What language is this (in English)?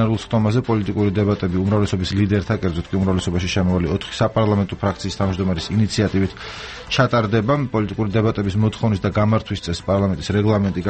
Georgian